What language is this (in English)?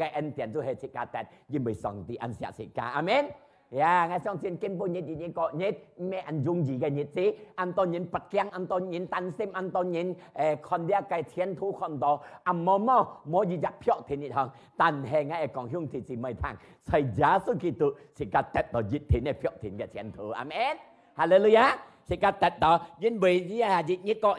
Hakka Chinese